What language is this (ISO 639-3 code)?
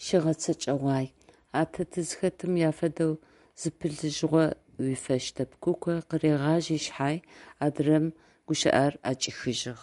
ady